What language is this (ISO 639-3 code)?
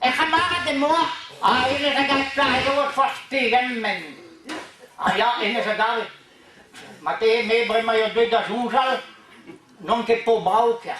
bre